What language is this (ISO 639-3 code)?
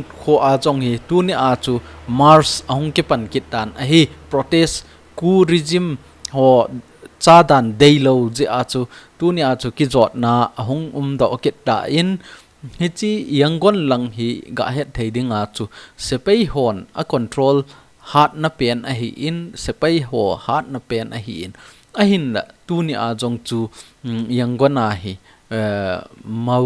tcz